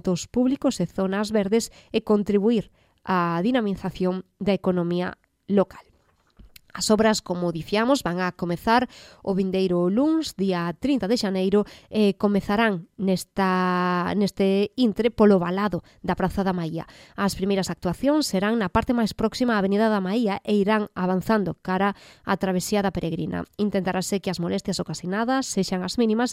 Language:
Galician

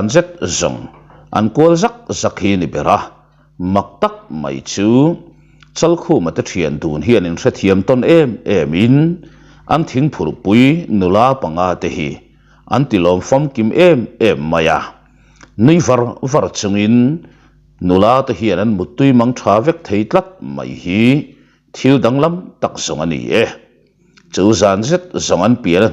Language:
Mizo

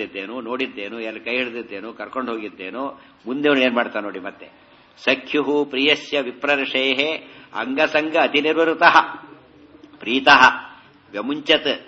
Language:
Kannada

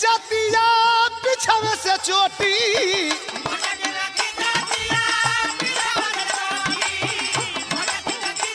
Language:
Bhojpuri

